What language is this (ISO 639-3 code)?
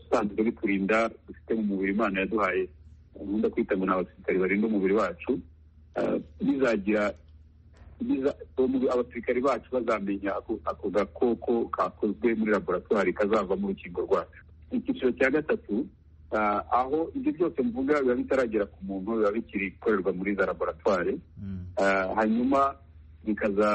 kin